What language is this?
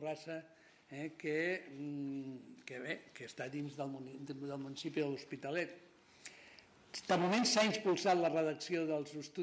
Catalan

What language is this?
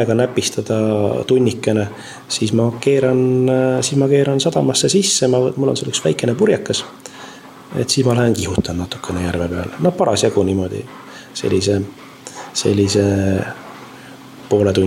Estonian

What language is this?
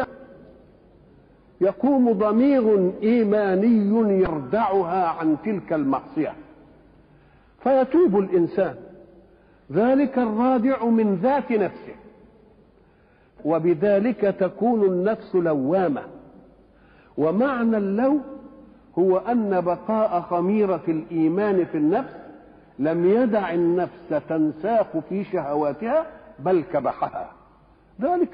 Arabic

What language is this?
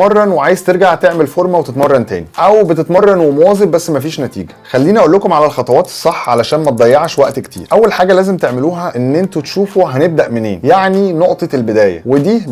Egyptian Arabic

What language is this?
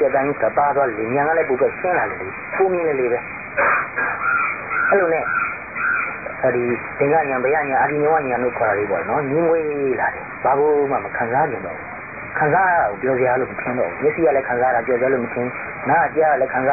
Burmese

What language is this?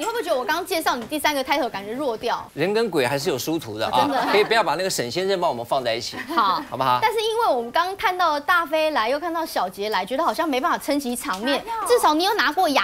Chinese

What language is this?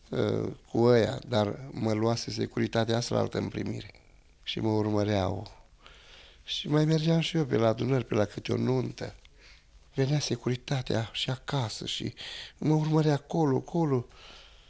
Romanian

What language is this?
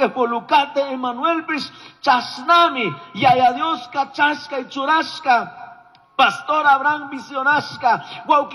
Chimborazo Highland Quichua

